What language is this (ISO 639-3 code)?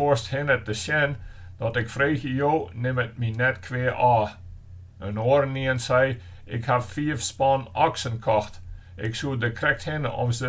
fry